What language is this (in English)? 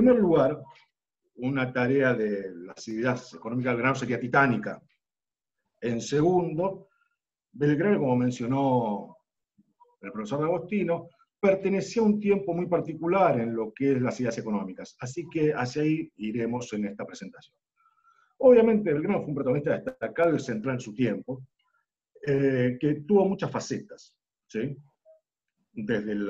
Spanish